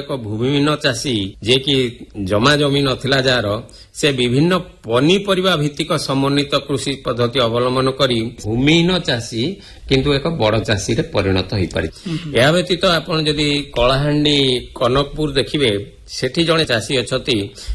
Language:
Odia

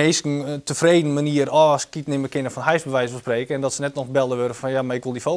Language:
Western Frisian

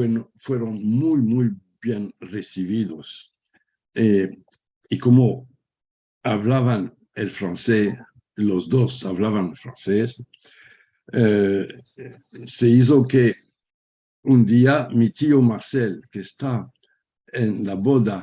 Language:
Ladino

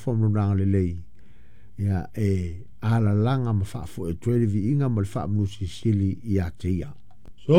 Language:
Samoan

